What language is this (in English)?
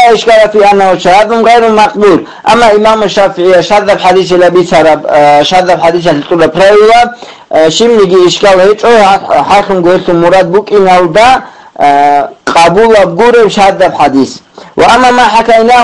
Avaric